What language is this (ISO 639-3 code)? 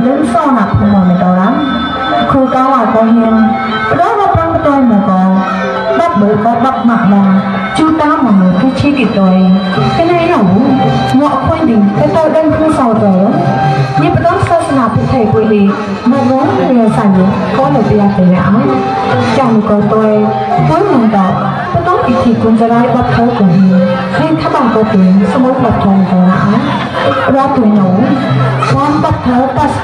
vie